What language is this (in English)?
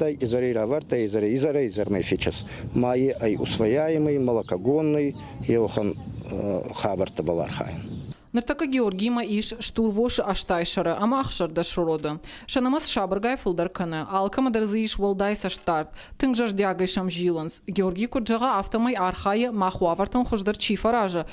Ossetic